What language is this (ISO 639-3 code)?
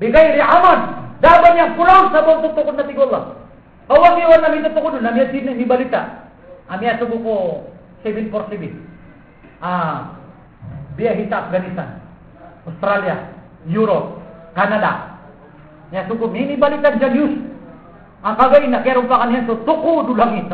mrw